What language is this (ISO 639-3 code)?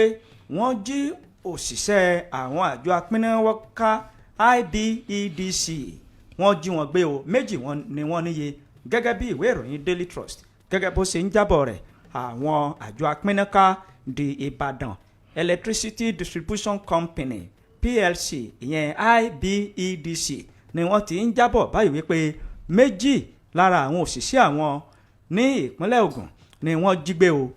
yor